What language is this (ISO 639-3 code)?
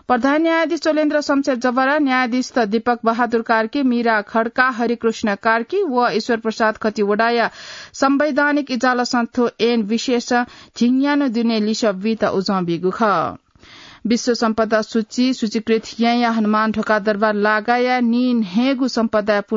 new